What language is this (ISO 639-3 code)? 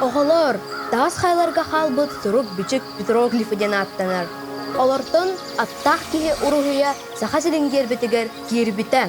sah